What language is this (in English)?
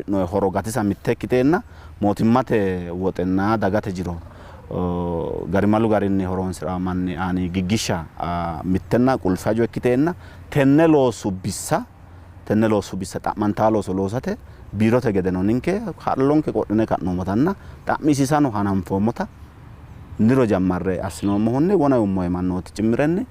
Sidamo